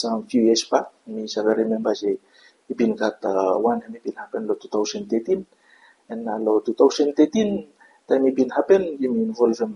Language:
Bislama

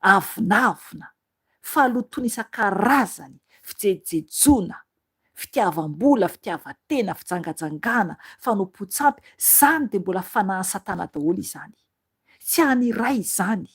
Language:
Malagasy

